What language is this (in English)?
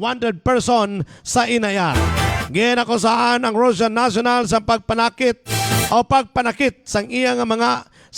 Hiligaynon